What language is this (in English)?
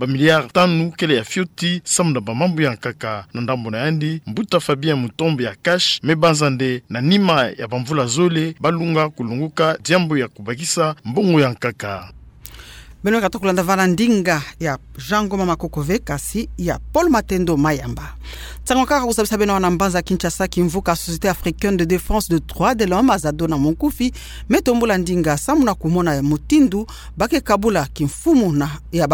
Kituba (Democratic Republic of Congo)